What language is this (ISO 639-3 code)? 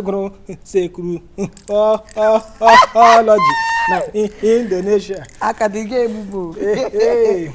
ibo